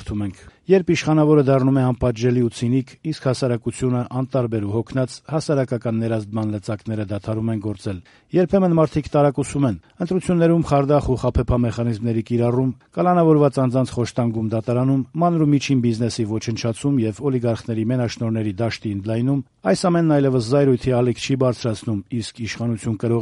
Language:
Armenian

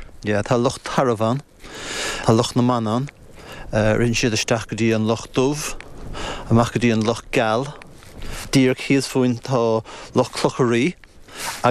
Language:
Irish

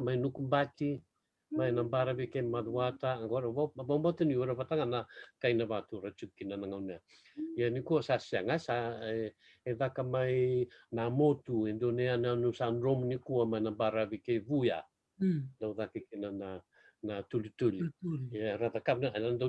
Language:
Fijian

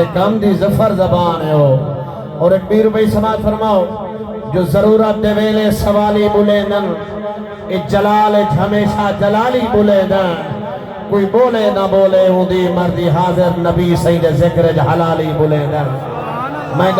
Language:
Saraiki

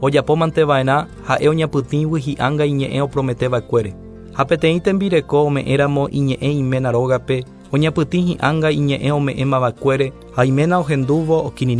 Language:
Guarani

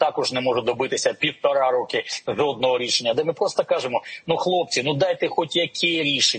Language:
Ukrainian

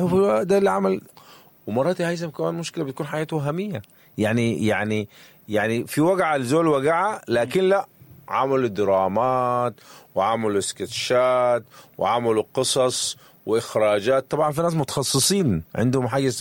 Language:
Sudanese Arabic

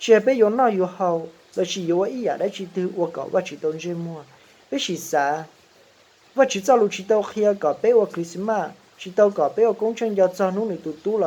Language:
Hmong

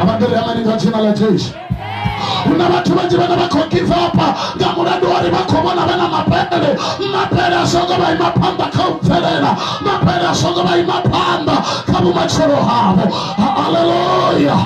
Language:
Venda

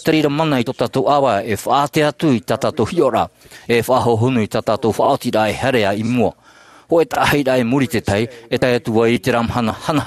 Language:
Tahitian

